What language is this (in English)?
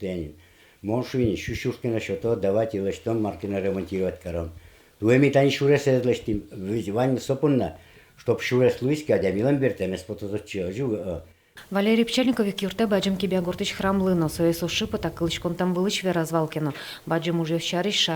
Udmurt